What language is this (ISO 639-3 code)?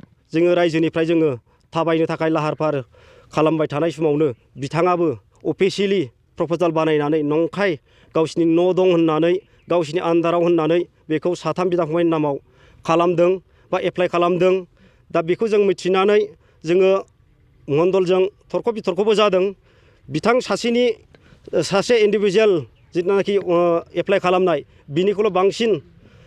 brx